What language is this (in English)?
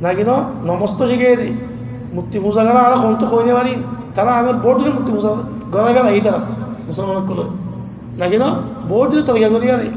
Rohingya